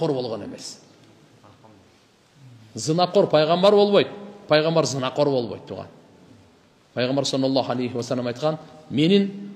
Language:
Kyrgyz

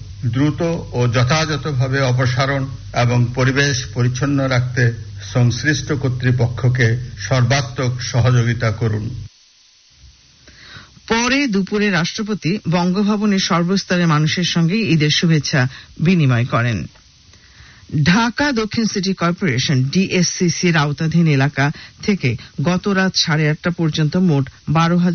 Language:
Bangla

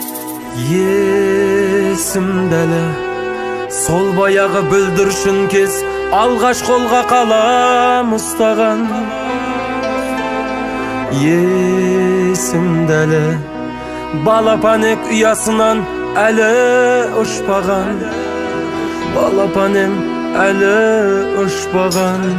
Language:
Kazakh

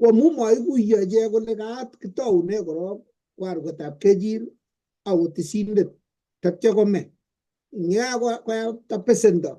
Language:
Kalenjin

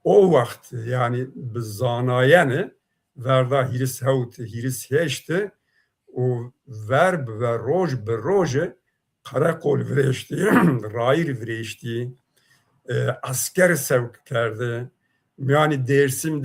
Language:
Zaza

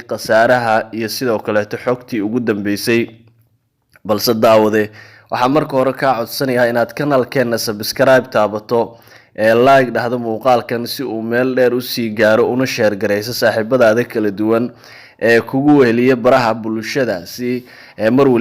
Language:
Somali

